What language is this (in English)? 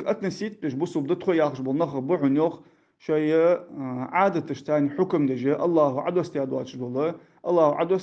Ingush